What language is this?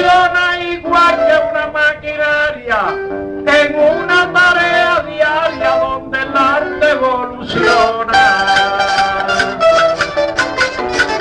Spanish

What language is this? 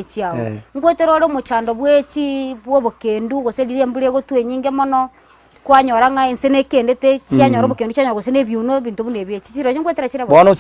Gusii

